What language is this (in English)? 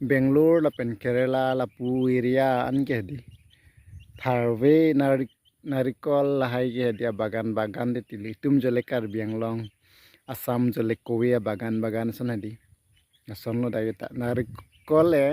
Karbi